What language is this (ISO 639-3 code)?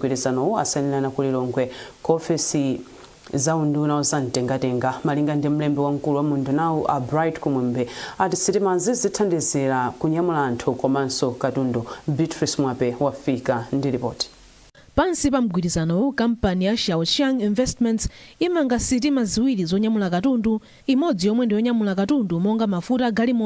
nya